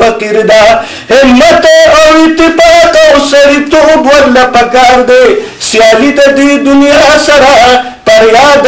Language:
Pashto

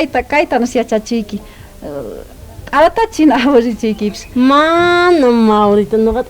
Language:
South Bolivian Quechua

